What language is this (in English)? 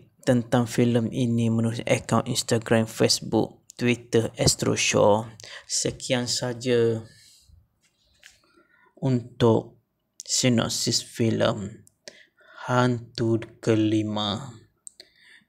Malay